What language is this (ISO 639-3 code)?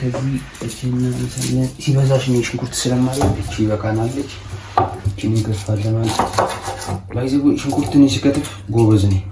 amh